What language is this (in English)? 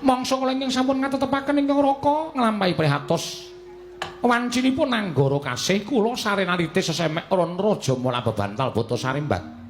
Javanese